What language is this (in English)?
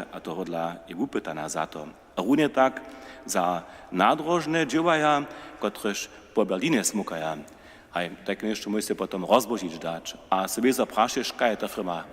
Upper Sorbian